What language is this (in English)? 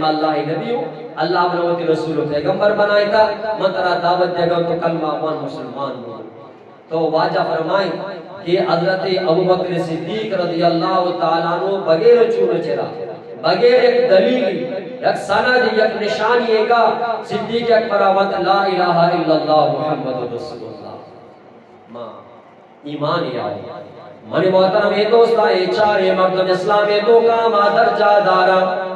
Eastern Balochi